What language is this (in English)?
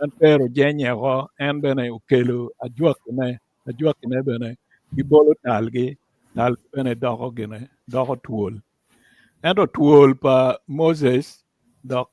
Acoli